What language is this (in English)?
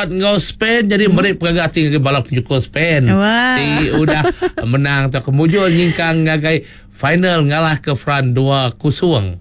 Iban